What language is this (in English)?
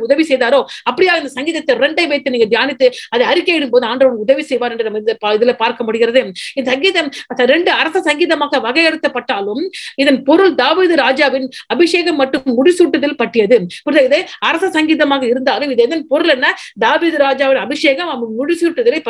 Tamil